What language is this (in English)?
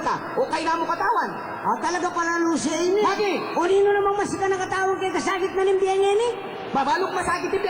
Pampanga